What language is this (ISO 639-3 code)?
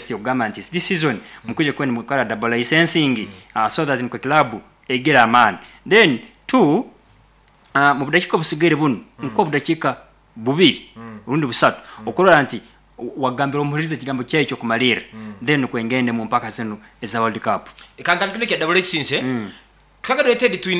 nyo